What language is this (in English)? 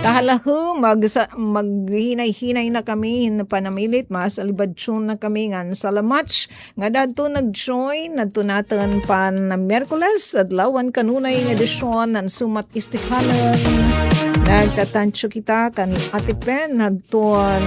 Waray